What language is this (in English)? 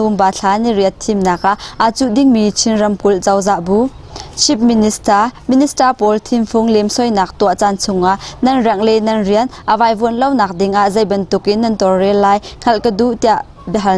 Hakha Chin